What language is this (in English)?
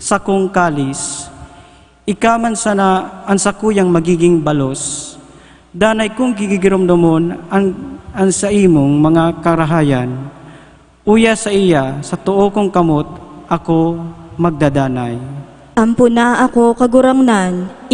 Bikol